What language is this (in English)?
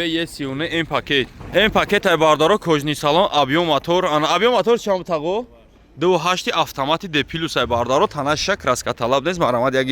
Tajik